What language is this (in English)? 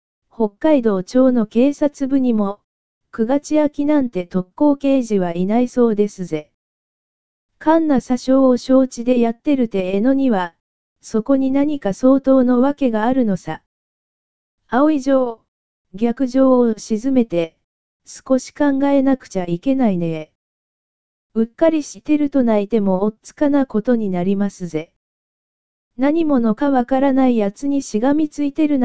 Japanese